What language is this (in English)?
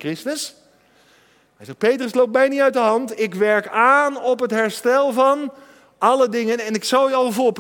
Dutch